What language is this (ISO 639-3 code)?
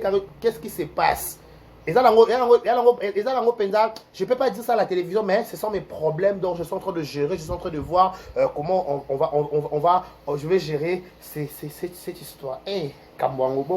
lin